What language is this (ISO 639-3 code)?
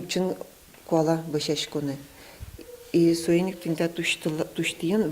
udm